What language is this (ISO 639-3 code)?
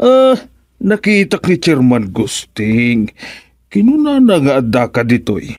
ilo